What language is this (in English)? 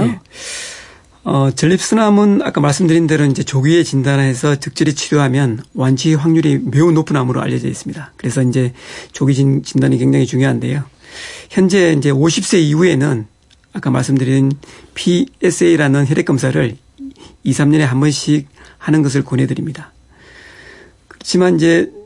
Korean